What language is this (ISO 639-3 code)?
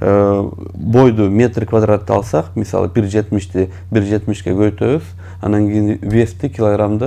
kir